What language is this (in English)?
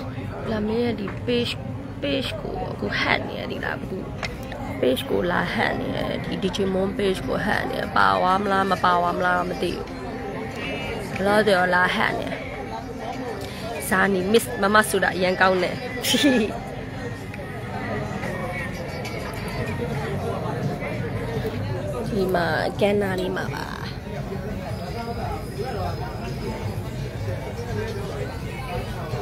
Burmese